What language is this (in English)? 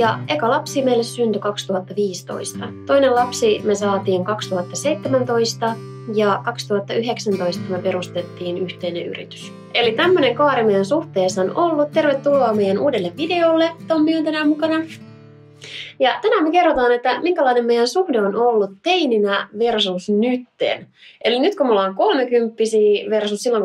Finnish